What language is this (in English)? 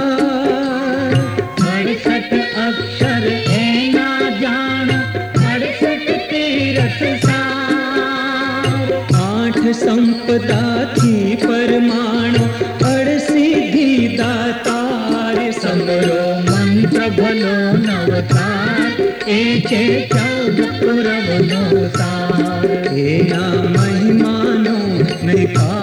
Gujarati